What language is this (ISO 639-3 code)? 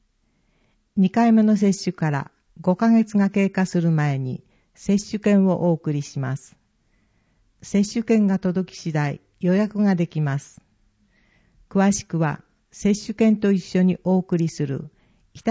jpn